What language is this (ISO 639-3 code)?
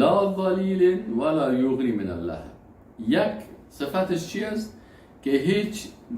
fas